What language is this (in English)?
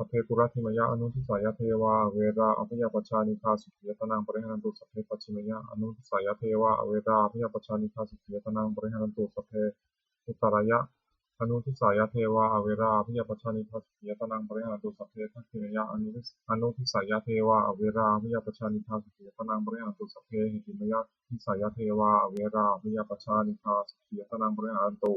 Pali